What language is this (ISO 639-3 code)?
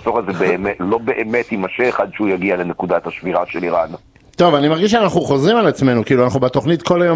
heb